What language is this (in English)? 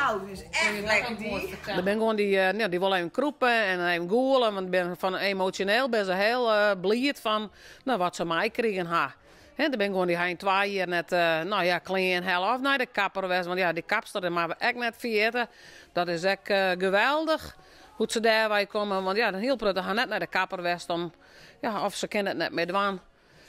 Western Frisian